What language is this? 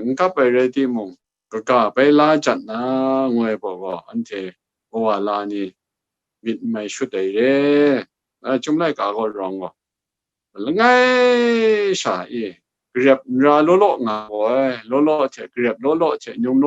Kachin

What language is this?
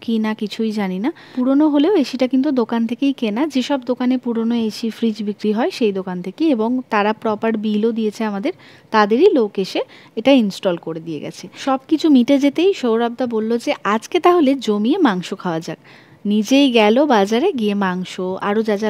Bangla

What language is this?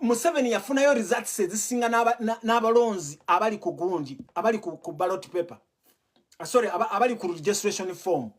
Ganda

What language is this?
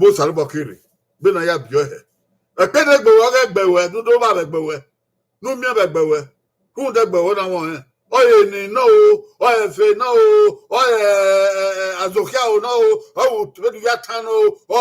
Bini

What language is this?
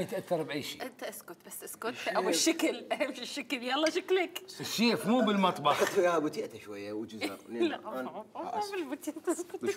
Mesopotamian Arabic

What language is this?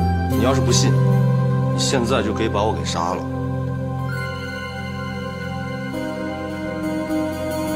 Chinese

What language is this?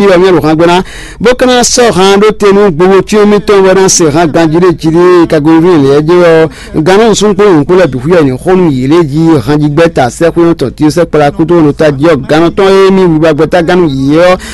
Fon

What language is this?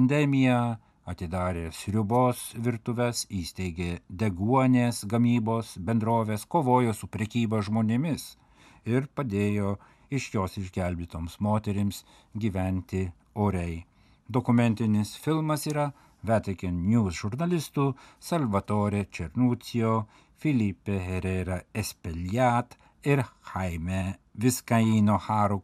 Lithuanian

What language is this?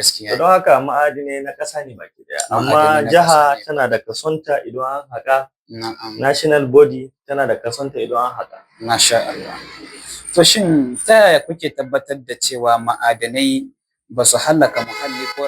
Hausa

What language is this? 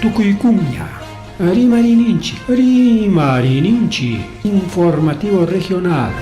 Ayacucho Quechua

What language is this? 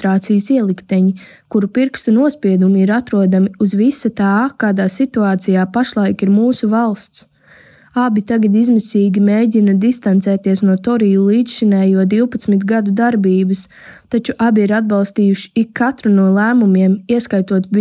Latvian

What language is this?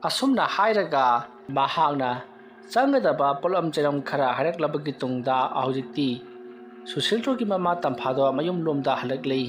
Manipuri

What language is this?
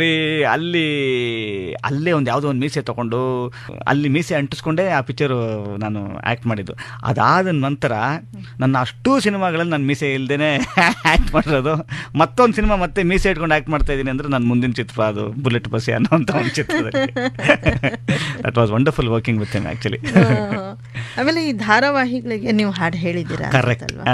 Kannada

